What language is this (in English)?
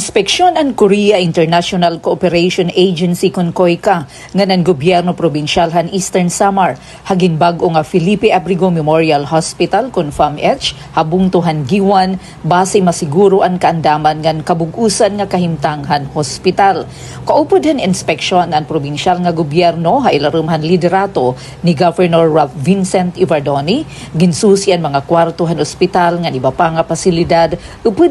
Waray